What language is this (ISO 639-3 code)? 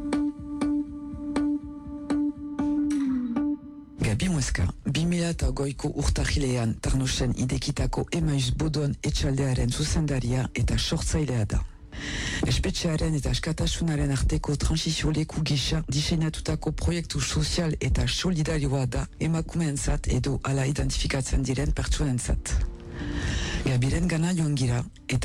eus